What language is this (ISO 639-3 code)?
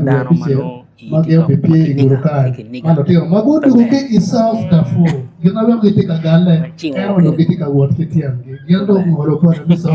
ach